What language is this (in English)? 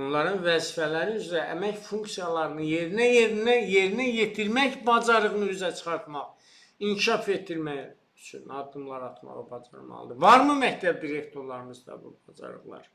Azerbaijani